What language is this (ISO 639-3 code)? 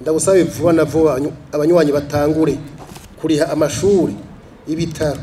run